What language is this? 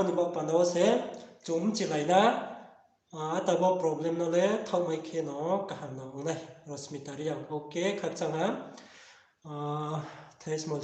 Riang (India)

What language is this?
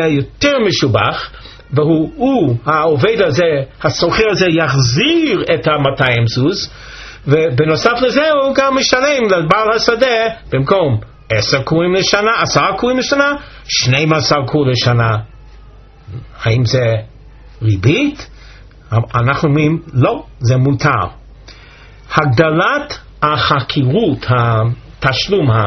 Hebrew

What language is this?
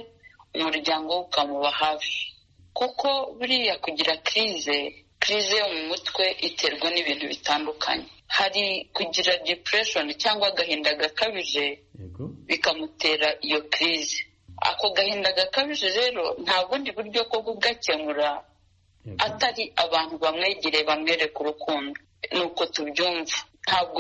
Kinyarwanda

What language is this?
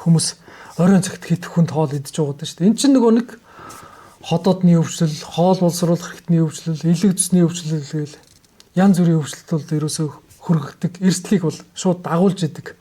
Mongolian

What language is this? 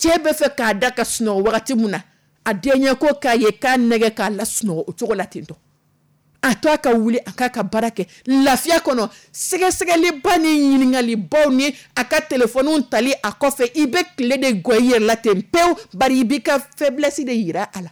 Dyula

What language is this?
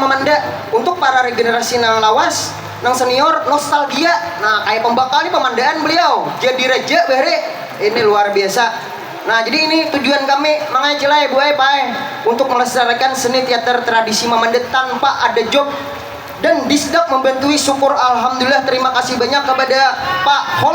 Banjar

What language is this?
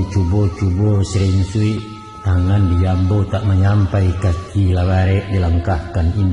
Minangkabau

